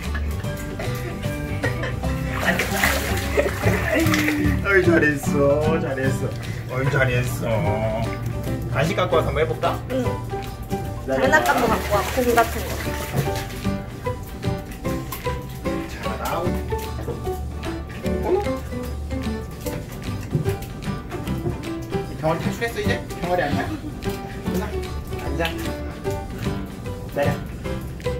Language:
Korean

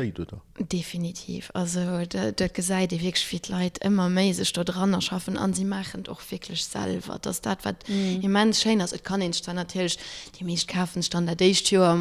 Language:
Luxembourgish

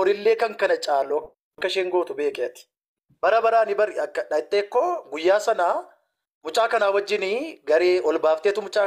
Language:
Oromo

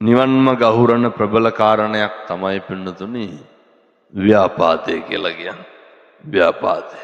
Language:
Sinhala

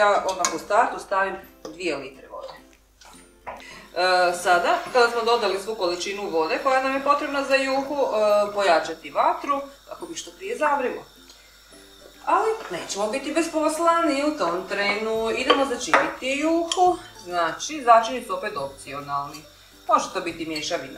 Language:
Croatian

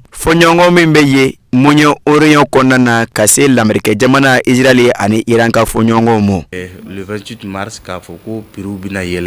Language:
Bambara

